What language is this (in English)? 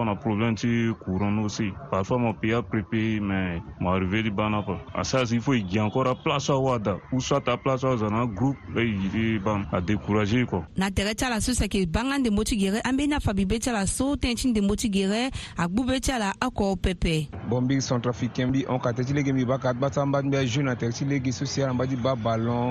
Sango